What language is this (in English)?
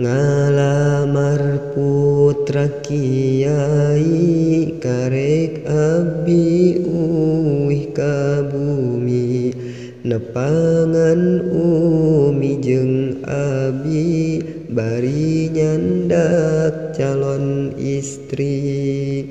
Sundanese